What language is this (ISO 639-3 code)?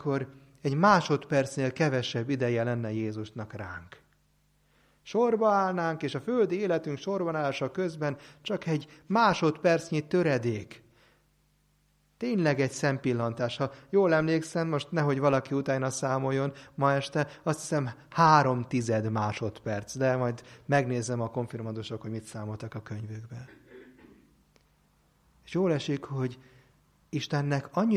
hun